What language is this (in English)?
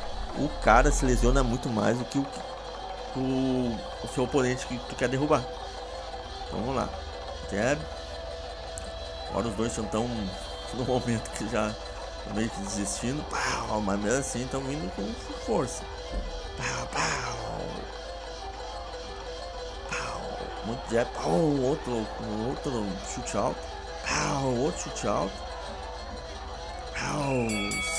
Portuguese